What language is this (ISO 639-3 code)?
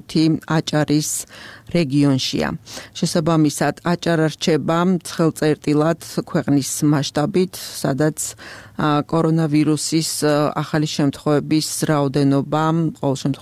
kat